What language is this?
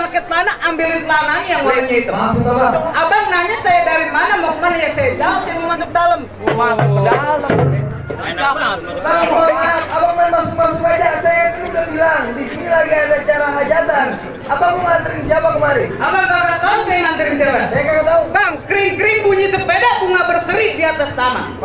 Betawi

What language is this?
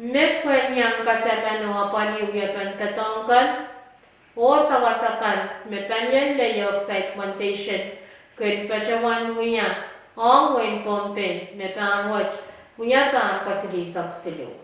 Pohnpeian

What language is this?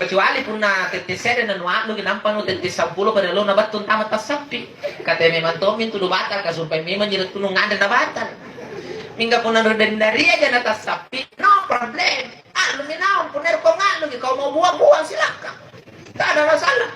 Makasar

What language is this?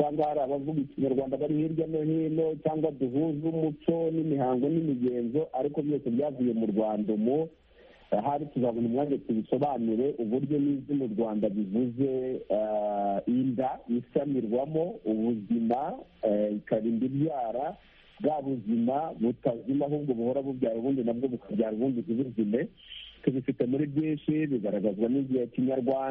Kinyarwanda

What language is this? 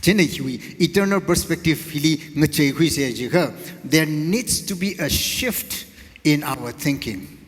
Tangkhul Naga (India)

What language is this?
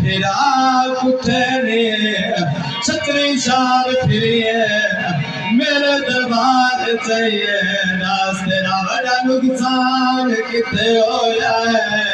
Saraiki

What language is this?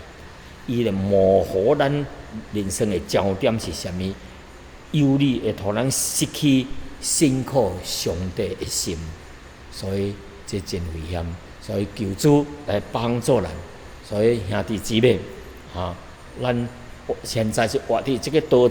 Min Nan Chinese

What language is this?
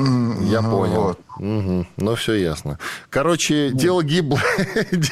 Russian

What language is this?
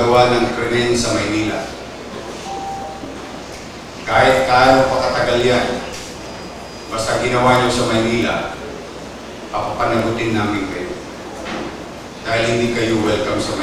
Filipino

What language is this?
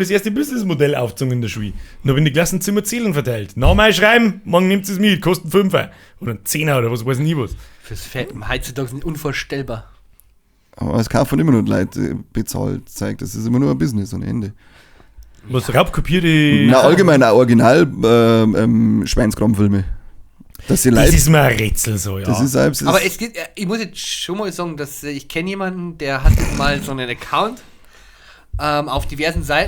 Bavarian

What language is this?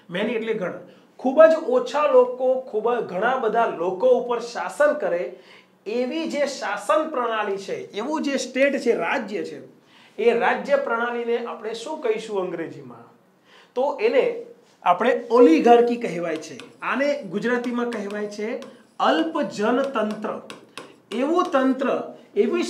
Gujarati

